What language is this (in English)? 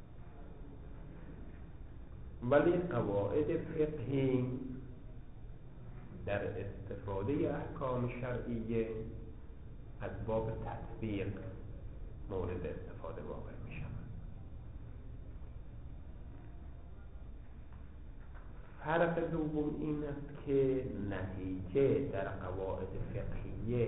Persian